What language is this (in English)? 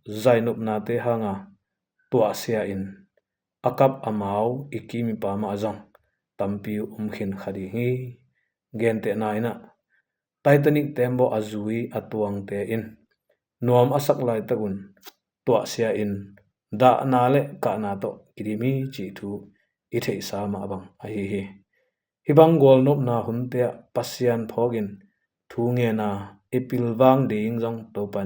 Tedim Chin